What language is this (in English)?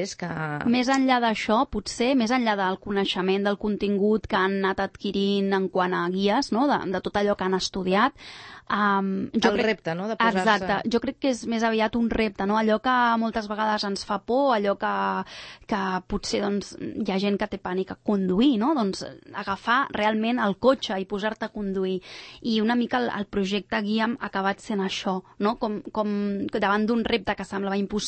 Catalan